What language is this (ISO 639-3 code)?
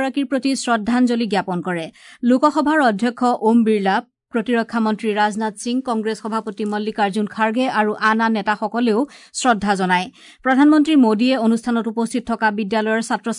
asm